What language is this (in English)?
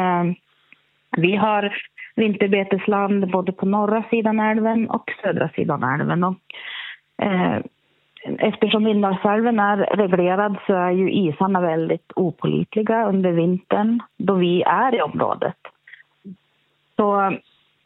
Swedish